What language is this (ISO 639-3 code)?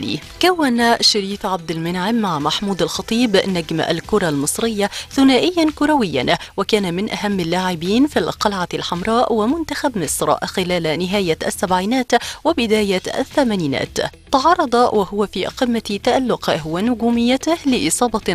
arz